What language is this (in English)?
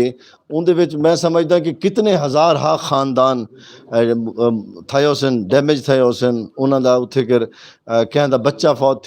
Saraiki